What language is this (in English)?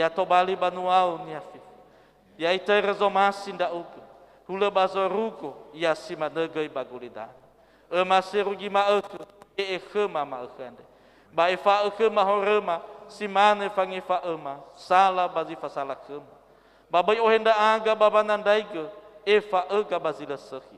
Nias